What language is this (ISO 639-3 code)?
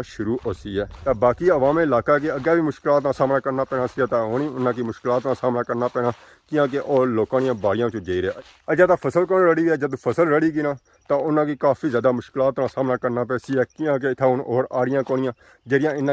phr